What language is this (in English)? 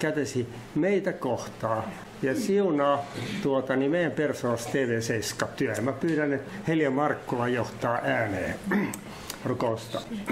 Finnish